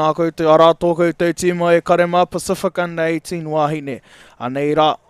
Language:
Māori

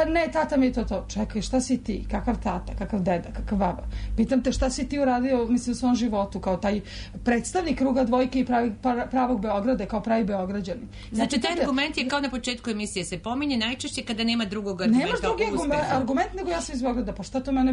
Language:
Serbian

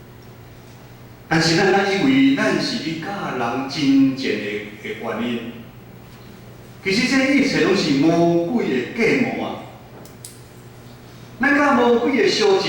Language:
Min Nan Chinese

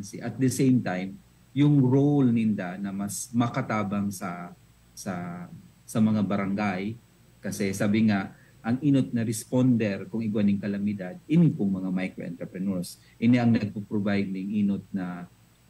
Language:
Bikol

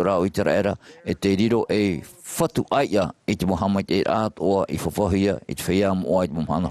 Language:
Tahitian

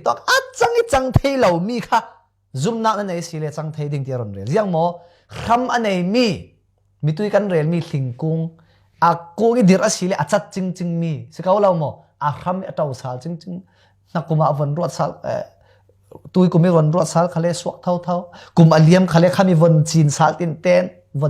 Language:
Falam Chin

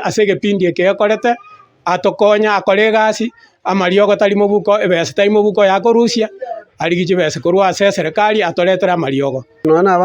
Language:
Gusii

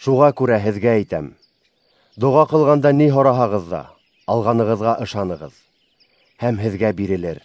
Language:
Bashkir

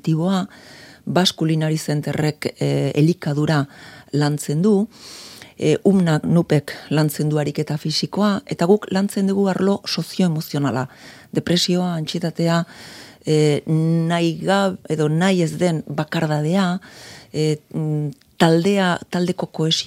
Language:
Basque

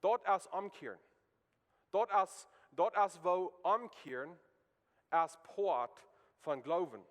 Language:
Plautdietsch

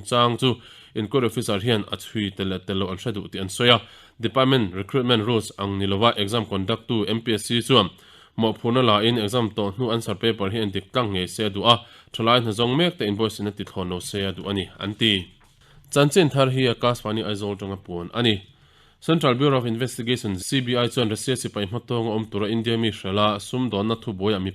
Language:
Mizo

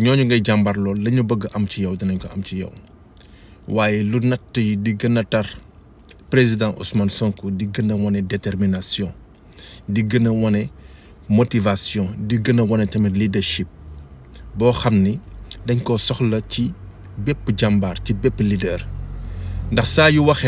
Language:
Wolof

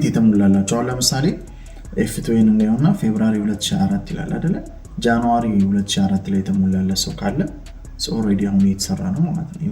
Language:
Amharic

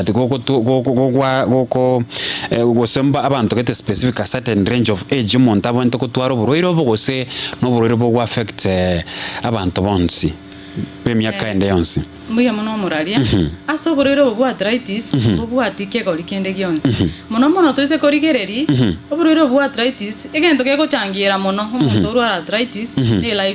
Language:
Gusii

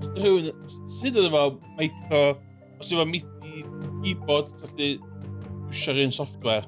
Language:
Welsh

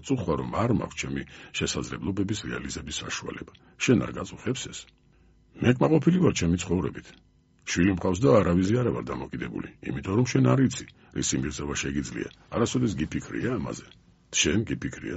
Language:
Georgian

